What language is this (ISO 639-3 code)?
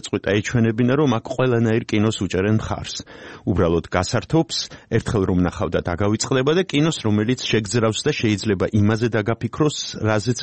kat